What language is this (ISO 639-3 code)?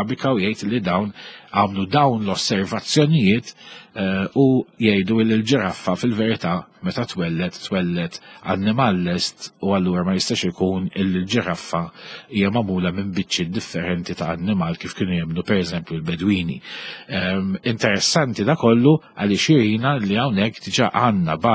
mlt